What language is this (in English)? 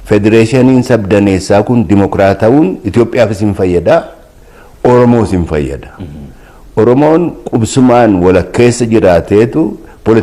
Oromo